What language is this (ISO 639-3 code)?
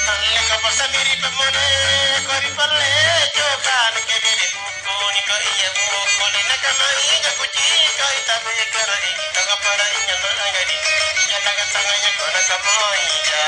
mak